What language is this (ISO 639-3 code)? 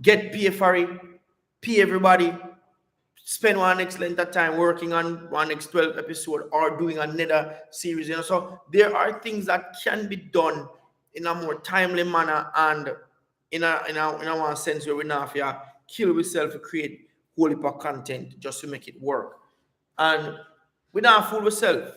jam